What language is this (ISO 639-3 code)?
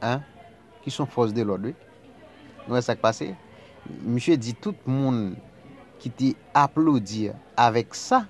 hat